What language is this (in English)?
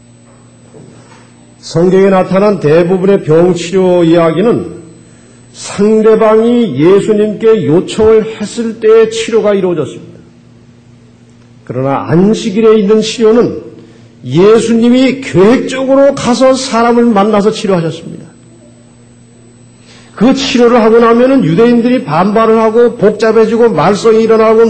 Korean